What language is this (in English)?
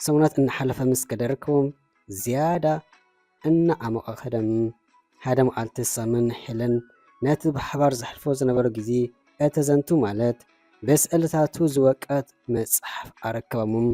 Tigrinya